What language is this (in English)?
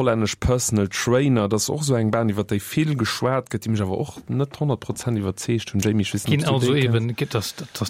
Luxembourgish